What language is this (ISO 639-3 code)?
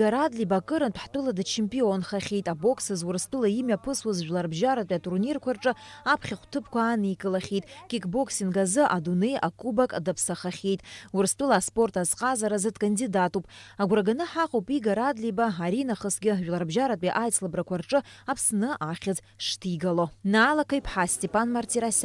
abk